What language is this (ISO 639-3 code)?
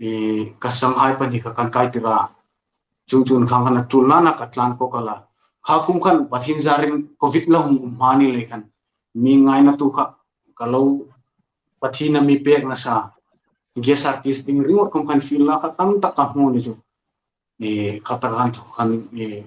hmr